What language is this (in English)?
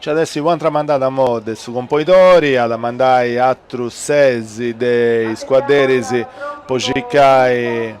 Sardinian